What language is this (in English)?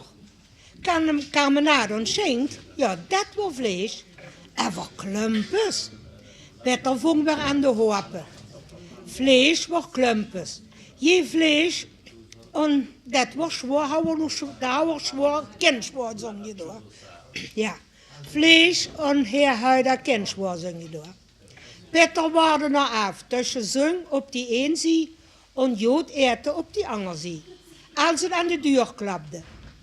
Limburgish